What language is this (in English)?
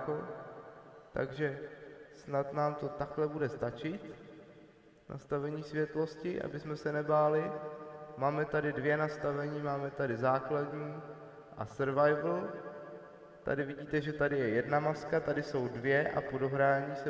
Czech